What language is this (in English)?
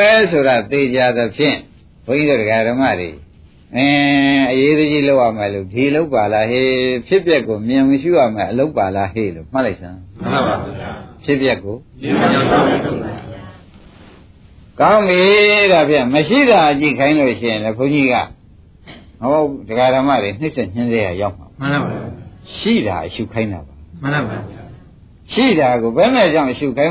Burmese